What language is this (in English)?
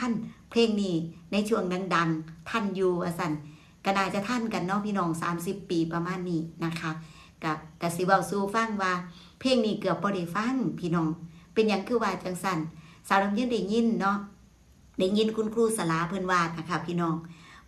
Northeastern Thai